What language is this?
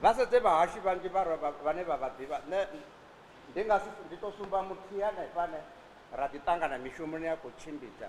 Venda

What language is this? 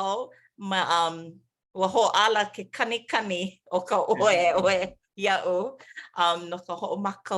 Hawaiian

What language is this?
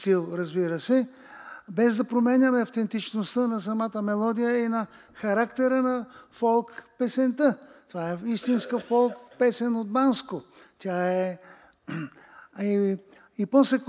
Bulgarian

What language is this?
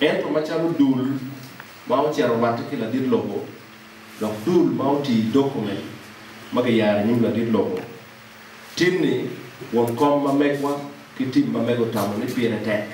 Acoli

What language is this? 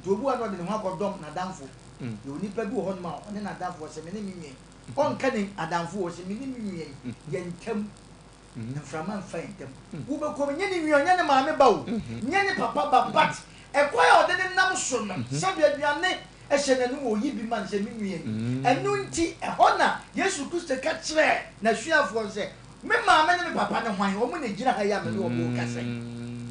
Akan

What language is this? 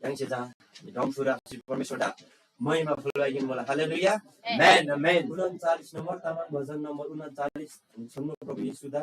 Eastern Tamang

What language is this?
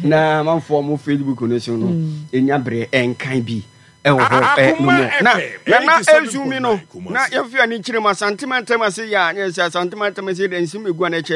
Akan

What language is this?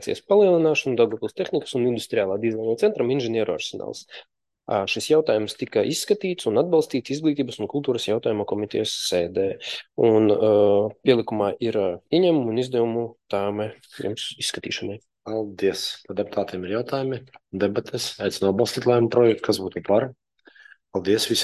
Latvian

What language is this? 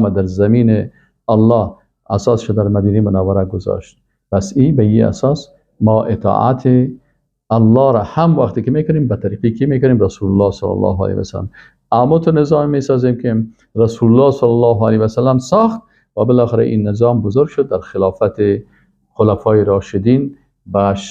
Persian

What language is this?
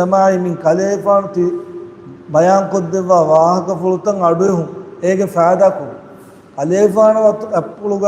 Divehi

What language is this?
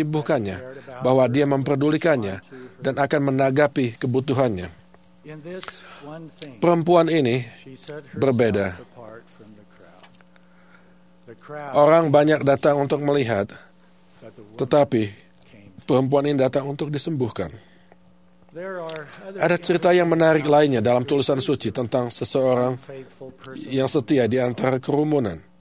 Indonesian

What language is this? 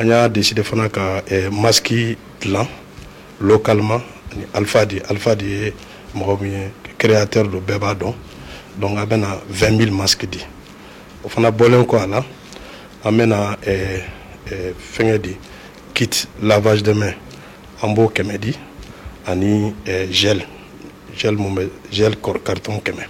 Bambara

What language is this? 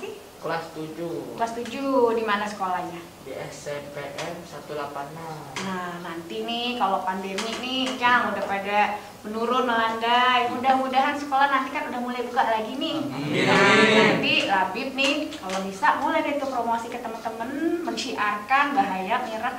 Betawi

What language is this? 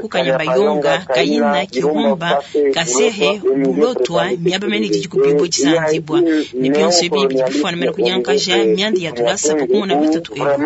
Luba-Lulua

